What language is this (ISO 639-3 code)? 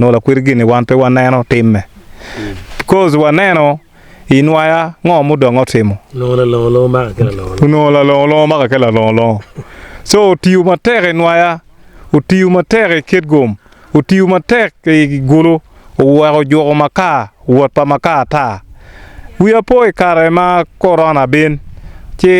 ach